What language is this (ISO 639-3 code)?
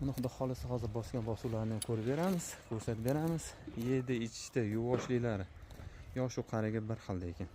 uzb